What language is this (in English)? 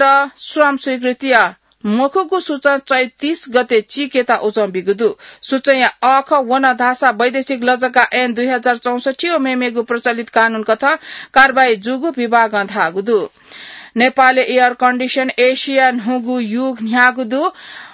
Newari